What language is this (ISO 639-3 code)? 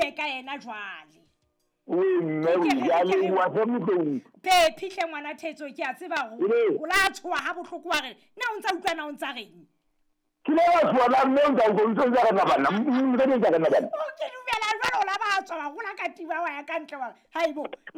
sot